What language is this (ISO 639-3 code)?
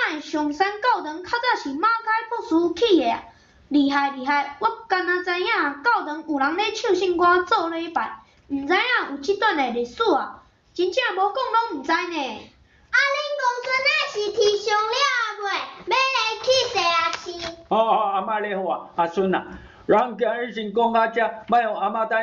nan